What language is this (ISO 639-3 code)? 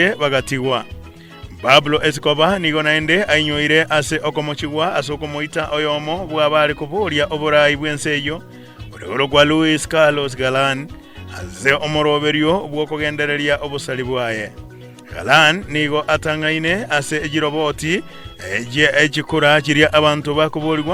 guz